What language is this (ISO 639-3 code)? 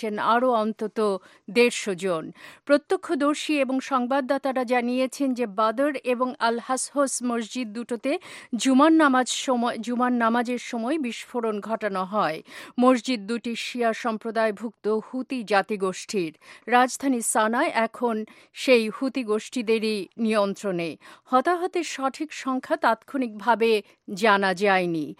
ben